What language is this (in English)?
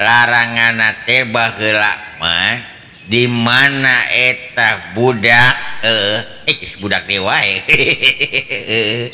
Sundanese